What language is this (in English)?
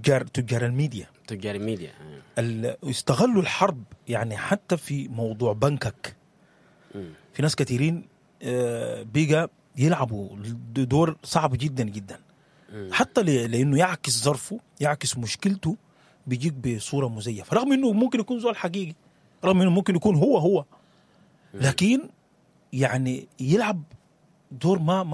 Sudanese Arabic